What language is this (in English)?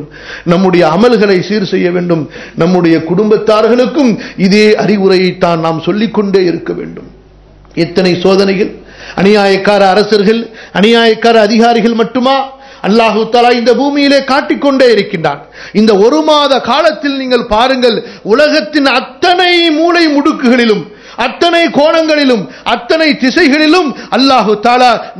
Tamil